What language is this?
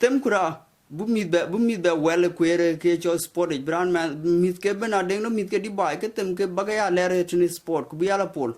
Dinka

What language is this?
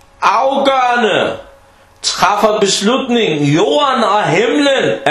Danish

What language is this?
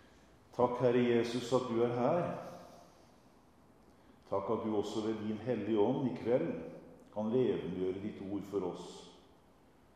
Norwegian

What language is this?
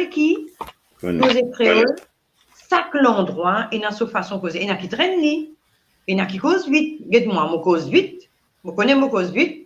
Morisyen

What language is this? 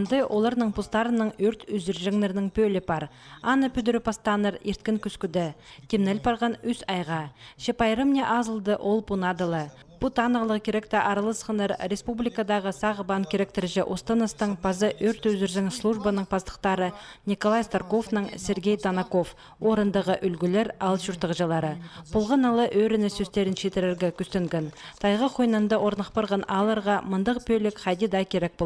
Khakas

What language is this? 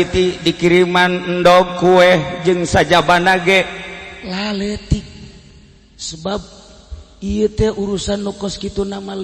Sundanese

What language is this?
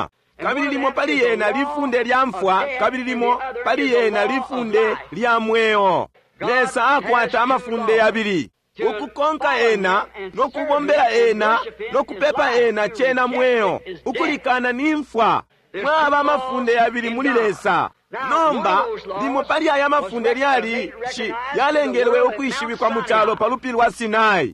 Bemba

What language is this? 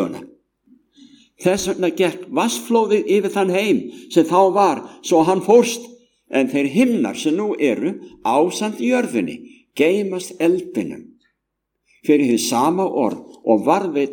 Icelandic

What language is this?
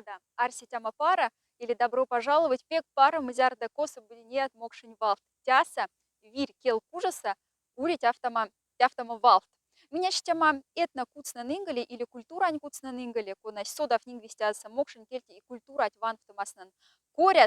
Moksha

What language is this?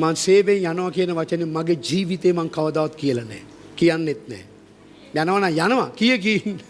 Sinhala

